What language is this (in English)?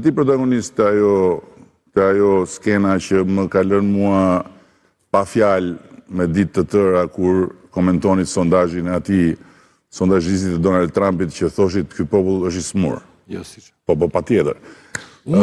Albanian